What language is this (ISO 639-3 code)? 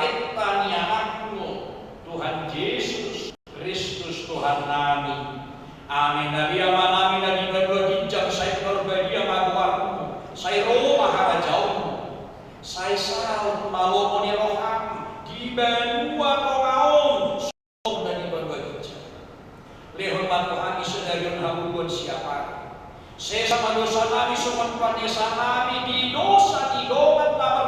bbc